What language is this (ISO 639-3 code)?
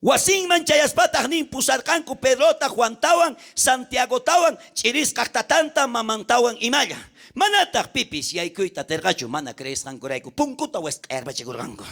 quh